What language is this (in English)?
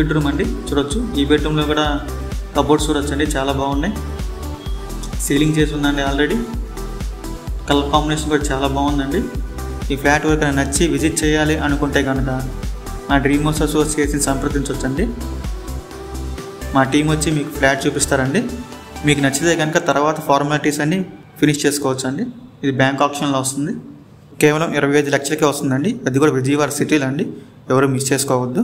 Telugu